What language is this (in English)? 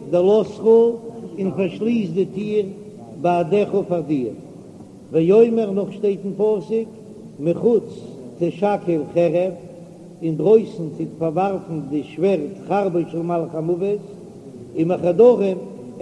Yiddish